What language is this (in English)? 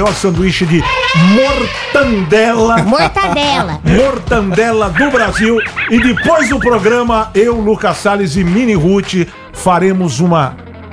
Portuguese